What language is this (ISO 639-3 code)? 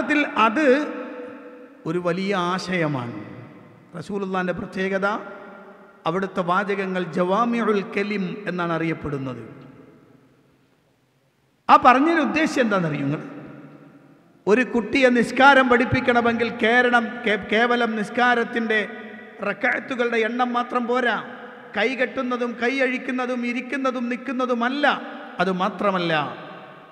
mal